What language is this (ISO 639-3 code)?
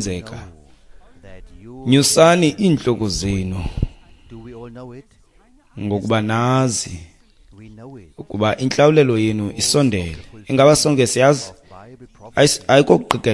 xho